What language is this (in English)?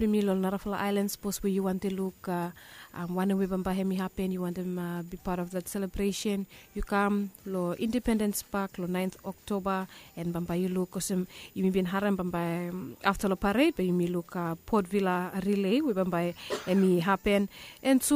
Bislama